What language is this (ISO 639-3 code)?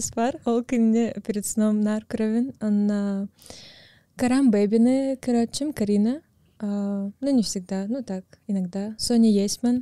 sah